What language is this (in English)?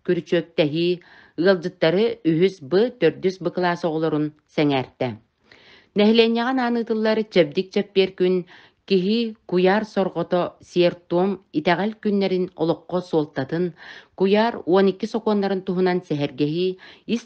Yakut